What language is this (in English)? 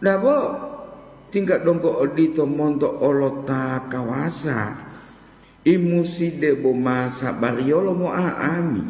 Gorontalo